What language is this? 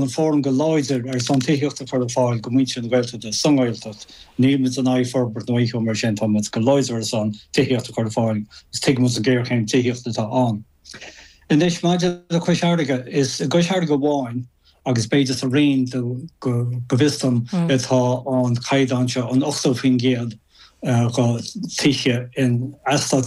Irish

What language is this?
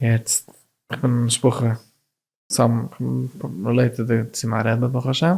Yiddish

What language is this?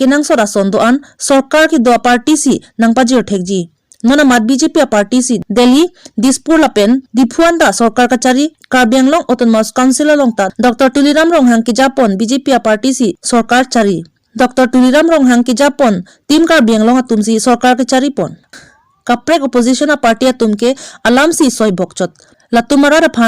Karbi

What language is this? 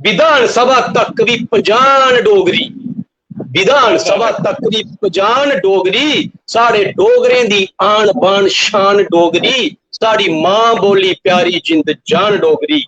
Dogri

